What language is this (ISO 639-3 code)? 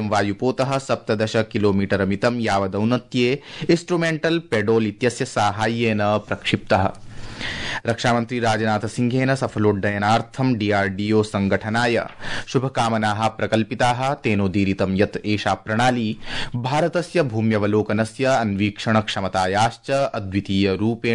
san